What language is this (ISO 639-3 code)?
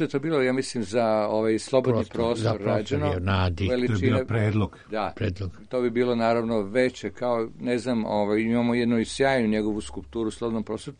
srp